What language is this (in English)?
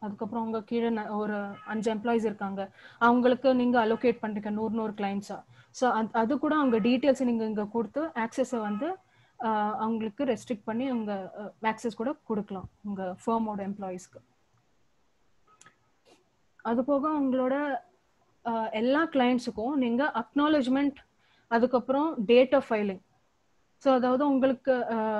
Tamil